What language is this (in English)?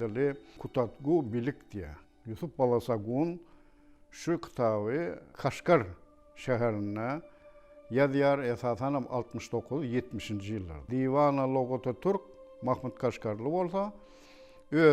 Turkmen